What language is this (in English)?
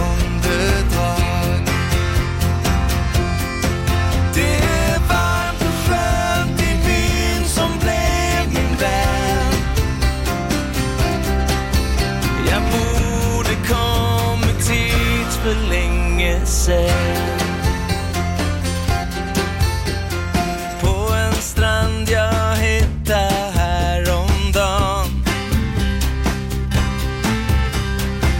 Norwegian